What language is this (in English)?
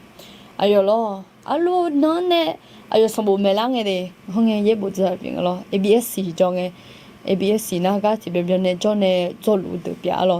Akha